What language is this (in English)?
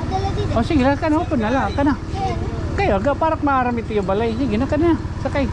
Waray